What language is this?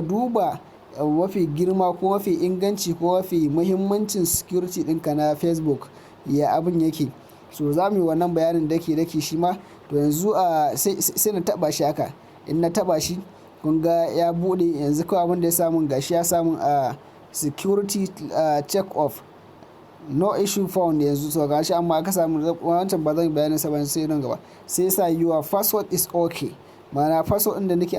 Hausa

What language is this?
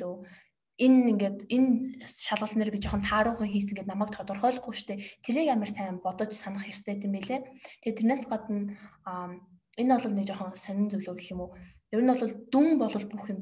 Mongolian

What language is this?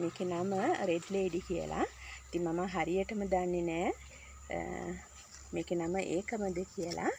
Sinhala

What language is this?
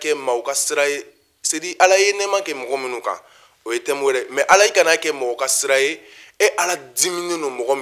Bambara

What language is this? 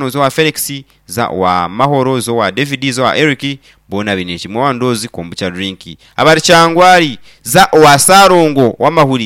Nyankole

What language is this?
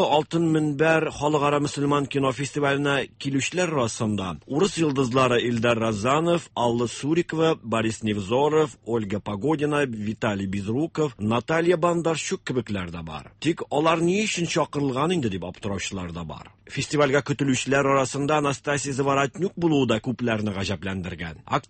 Tatar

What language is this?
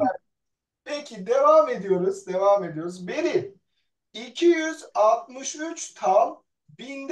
Turkish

